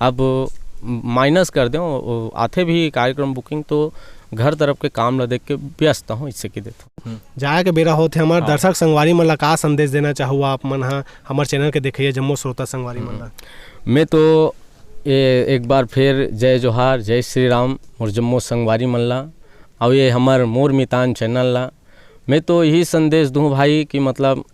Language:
Chhattisgarhi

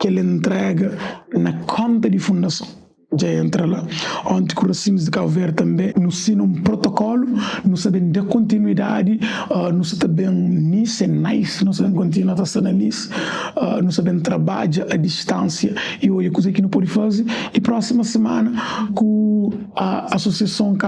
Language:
Kabuverdianu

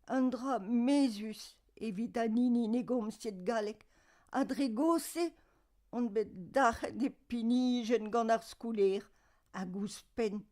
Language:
Breton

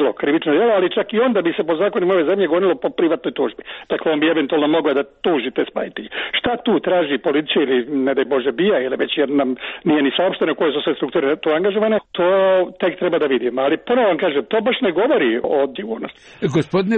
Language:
Serbian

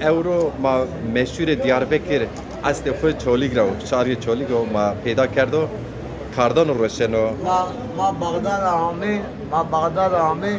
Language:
Zaza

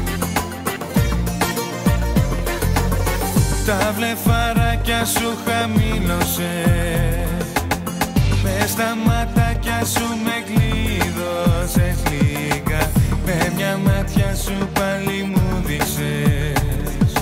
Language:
Greek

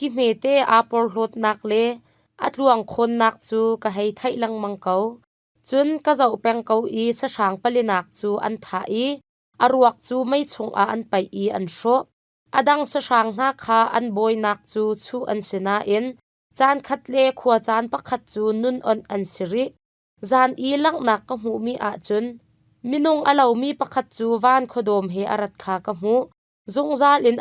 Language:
Hakha Chin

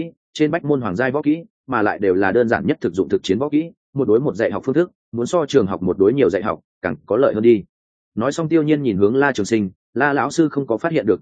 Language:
Vietnamese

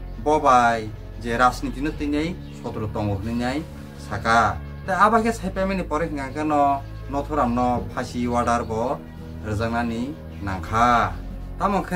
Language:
Kok Borok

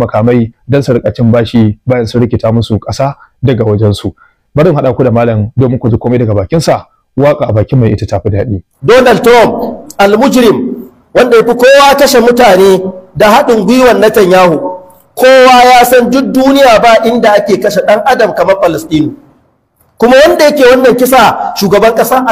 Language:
Hausa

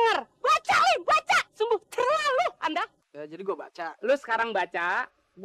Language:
Betawi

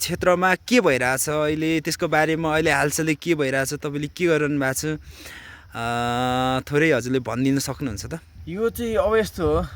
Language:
Nepali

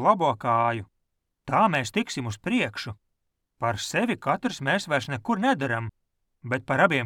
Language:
Latvian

